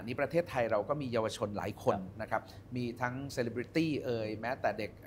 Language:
Thai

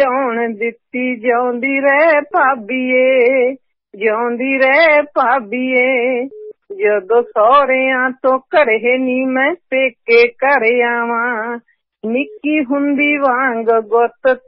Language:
Punjabi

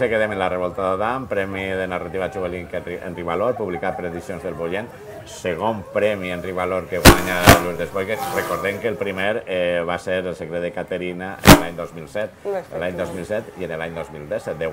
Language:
Catalan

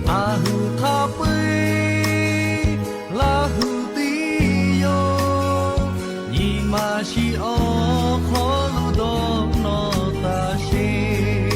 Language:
Lahu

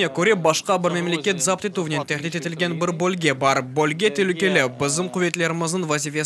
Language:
Crimean Tatar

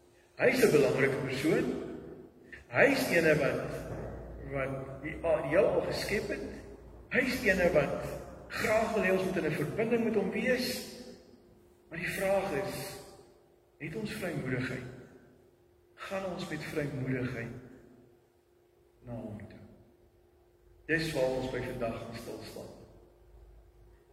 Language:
Afrikaans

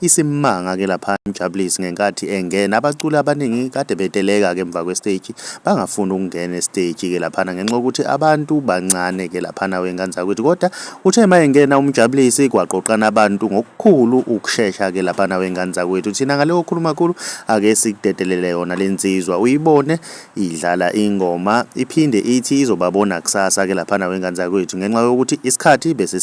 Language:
Zulu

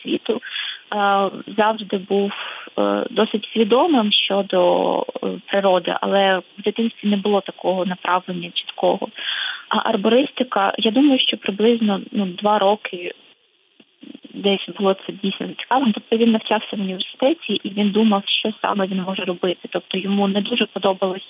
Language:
Ukrainian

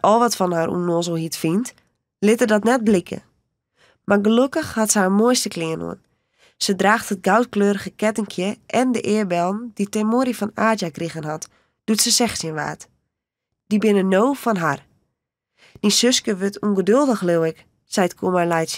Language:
Western Frisian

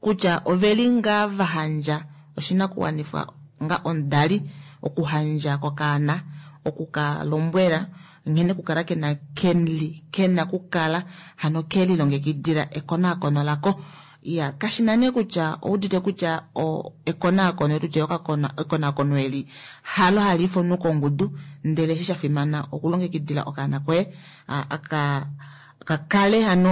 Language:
Kuanyama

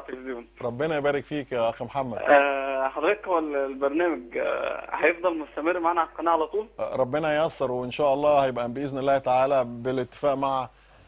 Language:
Egyptian Arabic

